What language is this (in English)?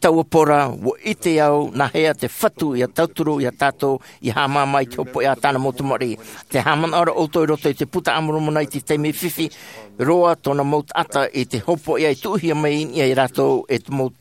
Tahitian